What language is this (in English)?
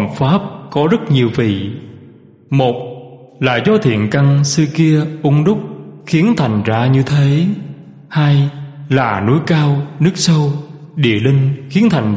Vietnamese